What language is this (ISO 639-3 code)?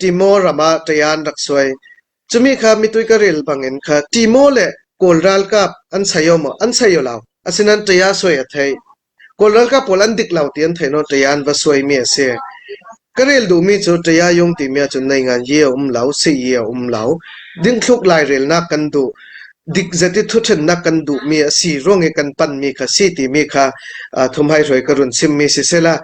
cfm